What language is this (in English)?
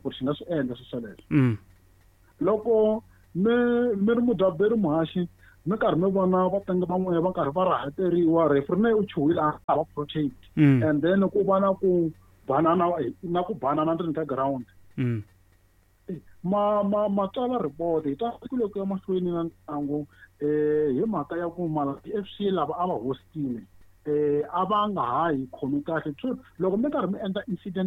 Tsonga